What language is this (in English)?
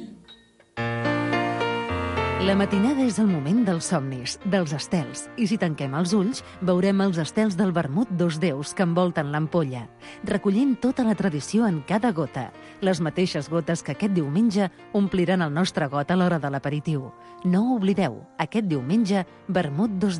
Catalan